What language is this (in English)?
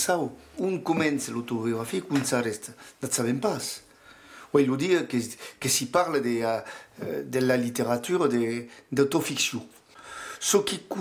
Occitan